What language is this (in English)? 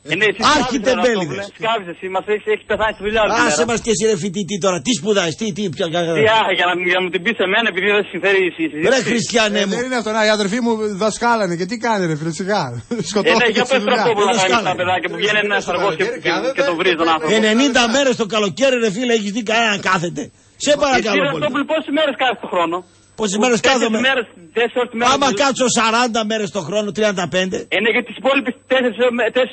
Greek